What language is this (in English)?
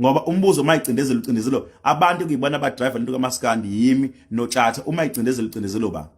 Zulu